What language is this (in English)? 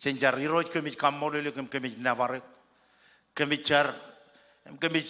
Marshallese